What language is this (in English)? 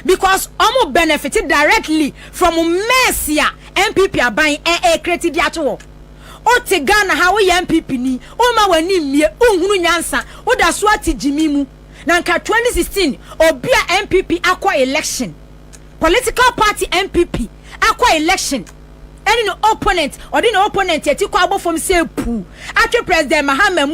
Akan